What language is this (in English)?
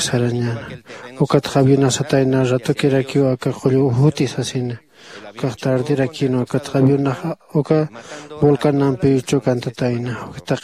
Aymara